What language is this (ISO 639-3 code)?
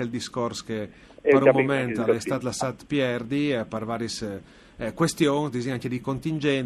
fur